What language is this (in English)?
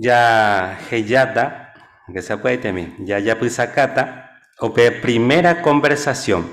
Guarani